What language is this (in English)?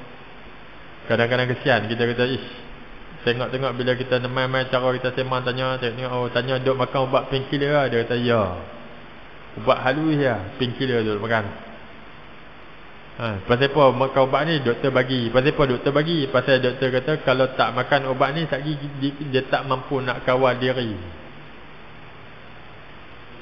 Malay